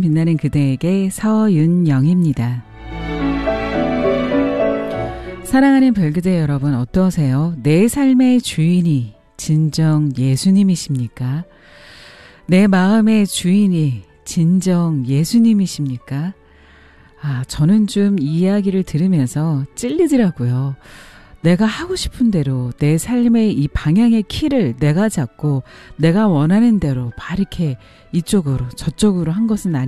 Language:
Korean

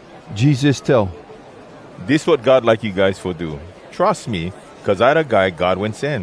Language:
Hawai'i Creole English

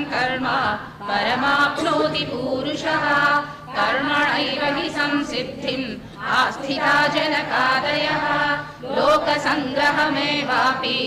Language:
Sanskrit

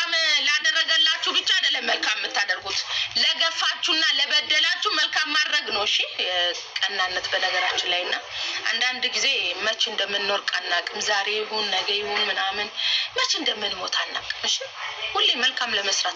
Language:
Amharic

